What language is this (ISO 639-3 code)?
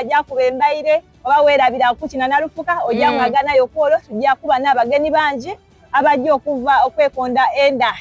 xog